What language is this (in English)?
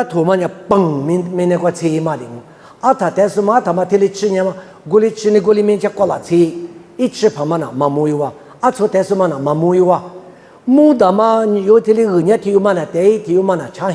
Lisu